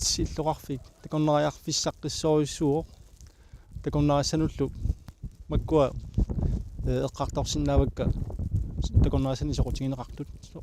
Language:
Kalaallisut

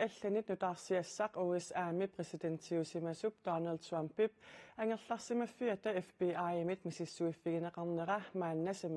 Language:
Kalaallisut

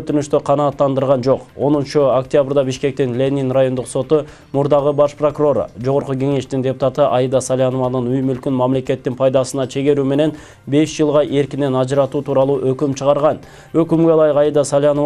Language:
Kyrgyz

